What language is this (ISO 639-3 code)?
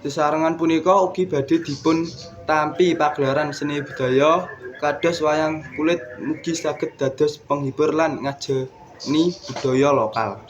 jav